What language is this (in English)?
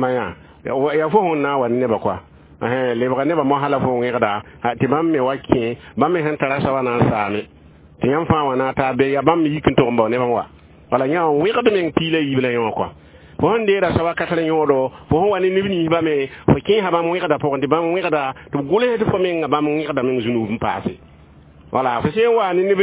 Mossi